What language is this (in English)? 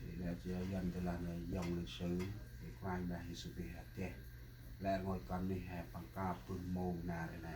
Central Mnong